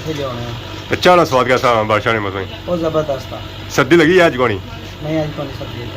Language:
Pahari-Potwari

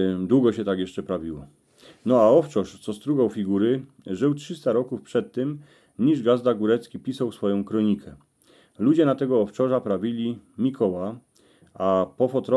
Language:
Silesian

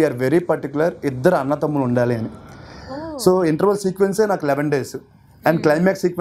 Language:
Telugu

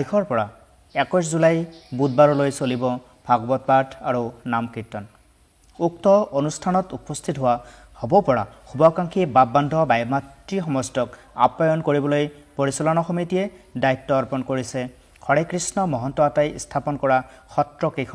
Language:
Assamese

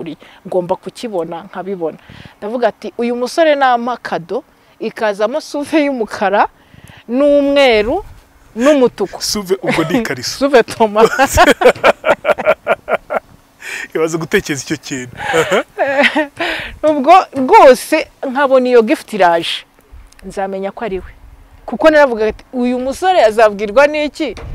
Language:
Kinyarwanda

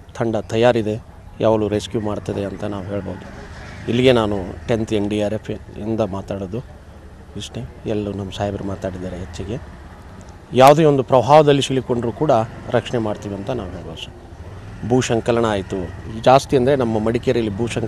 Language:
Kannada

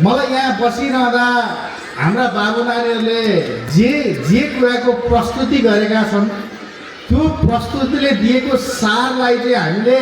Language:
Nepali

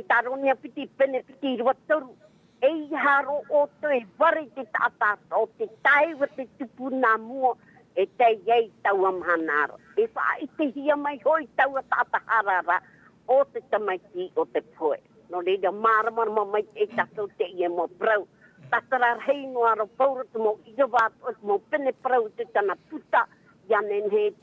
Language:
Tahitian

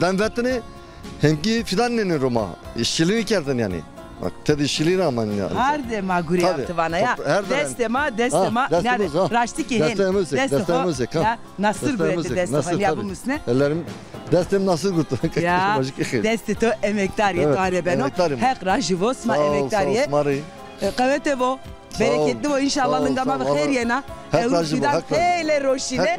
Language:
Zaza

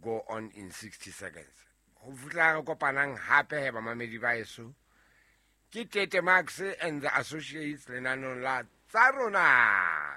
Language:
Southern Sotho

